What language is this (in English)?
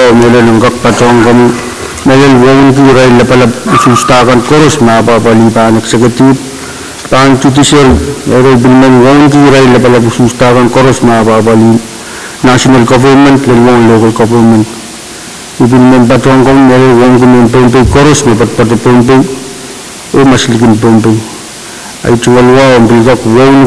Pohnpeian